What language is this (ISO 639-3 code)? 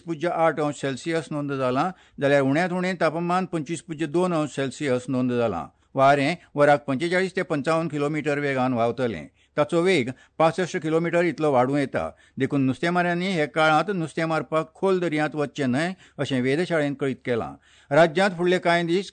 kok